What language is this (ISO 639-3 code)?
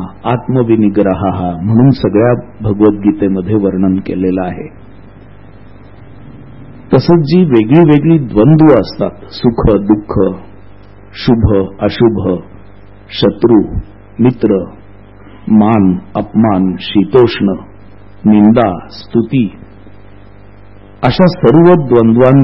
mar